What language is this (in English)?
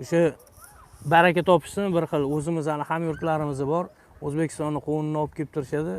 Uzbek